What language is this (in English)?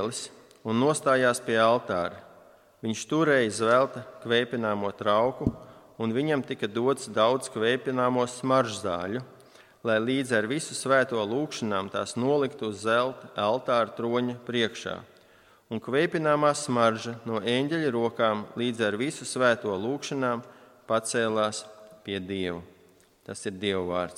Latvian